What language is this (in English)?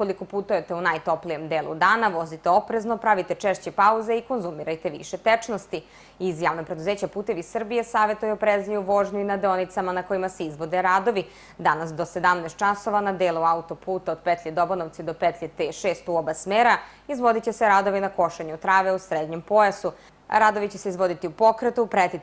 Serbian